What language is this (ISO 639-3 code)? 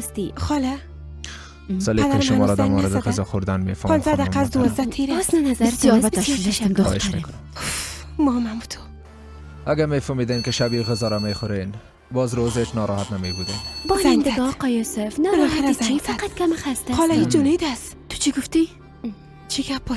fas